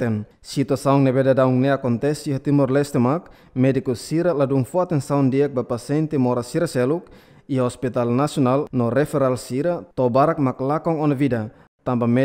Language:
Tetum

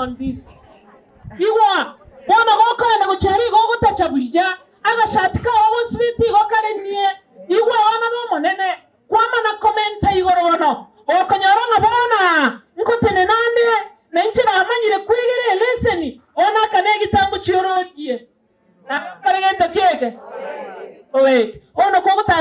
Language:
Gusii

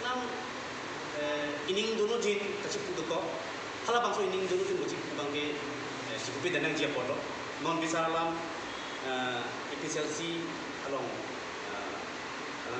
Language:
Karbi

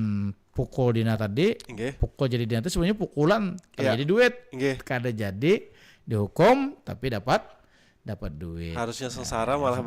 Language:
Banjar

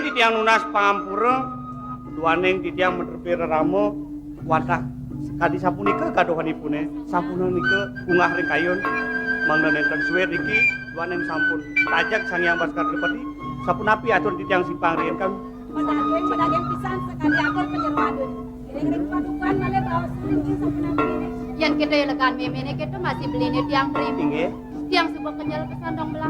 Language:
Balinese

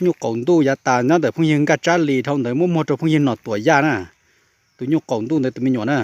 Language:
Hmong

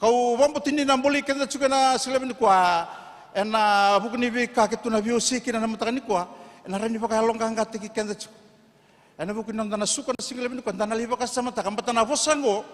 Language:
Fijian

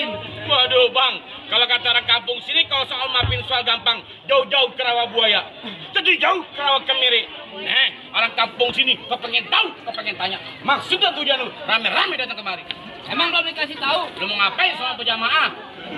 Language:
Betawi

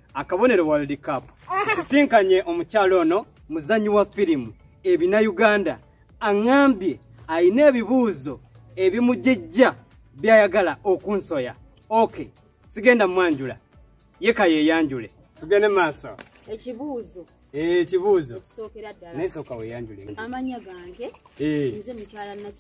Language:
Ganda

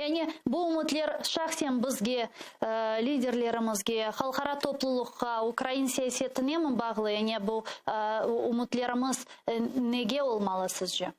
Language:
Crimean Tatar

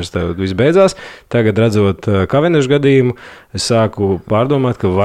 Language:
Latvian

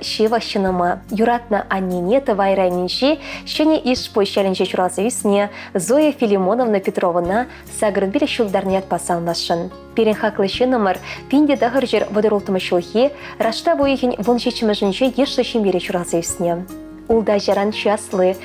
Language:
Chuvash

